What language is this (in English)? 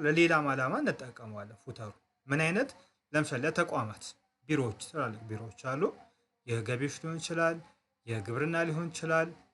Amharic